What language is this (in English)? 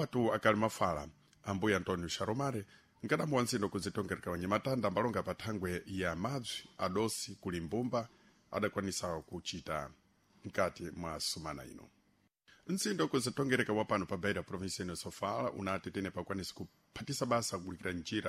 Sena